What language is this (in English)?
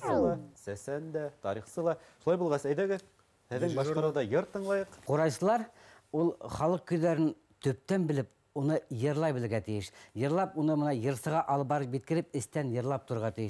Bashkir